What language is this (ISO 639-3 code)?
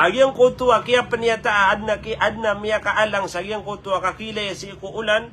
mrw